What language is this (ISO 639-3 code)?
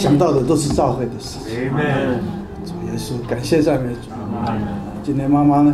zho